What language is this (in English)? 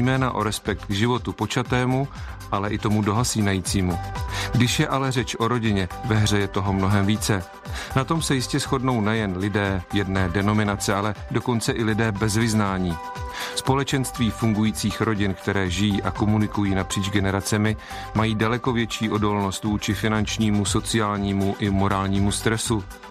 Czech